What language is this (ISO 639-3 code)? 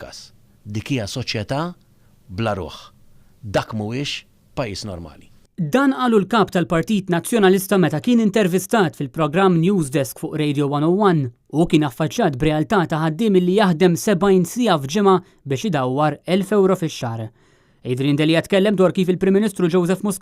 mlt